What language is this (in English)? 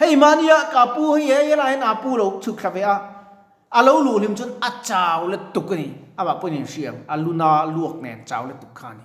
Mizo